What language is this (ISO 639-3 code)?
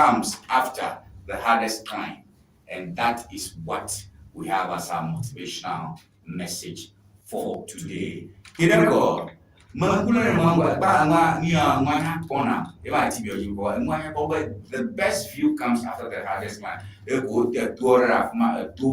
ewe